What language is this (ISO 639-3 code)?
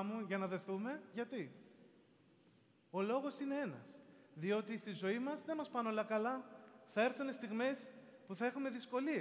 ell